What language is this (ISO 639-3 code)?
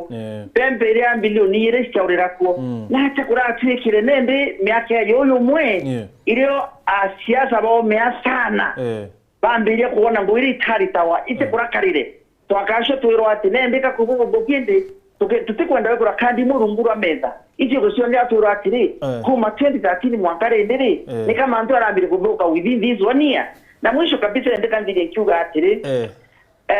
mer